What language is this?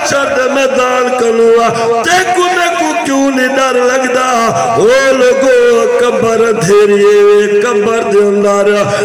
Saraiki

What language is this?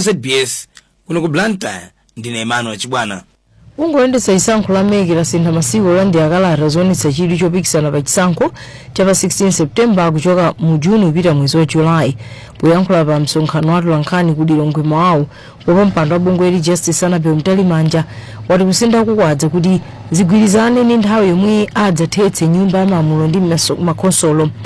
Nyanja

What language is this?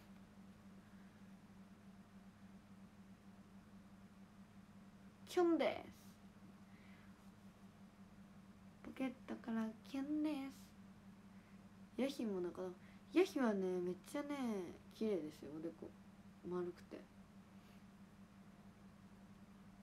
Japanese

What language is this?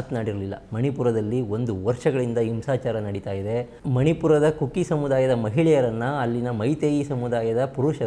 Kannada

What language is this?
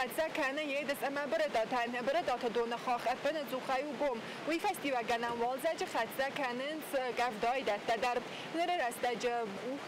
Ossetic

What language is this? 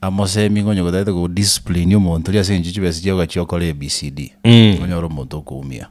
Gusii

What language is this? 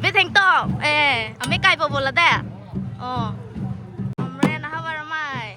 Karbi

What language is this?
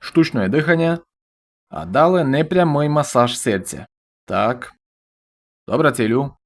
Rusyn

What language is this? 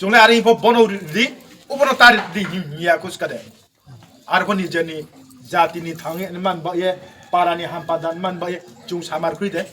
Riang (India)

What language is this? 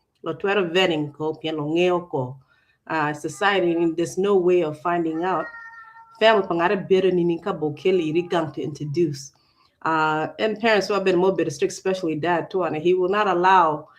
Acoli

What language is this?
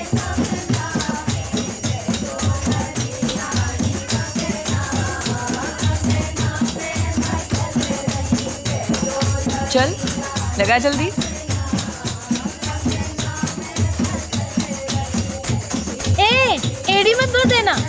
Hindi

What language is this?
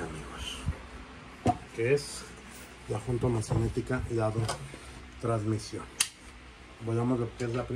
Spanish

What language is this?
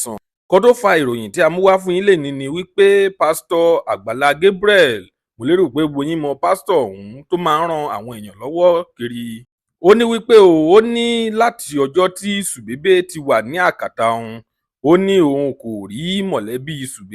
Yoruba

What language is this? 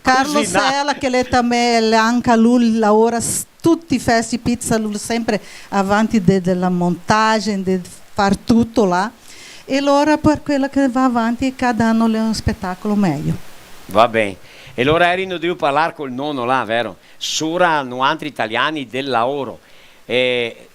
Venetian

